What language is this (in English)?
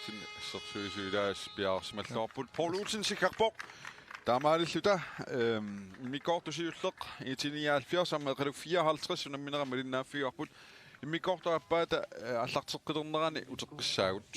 Kalaallisut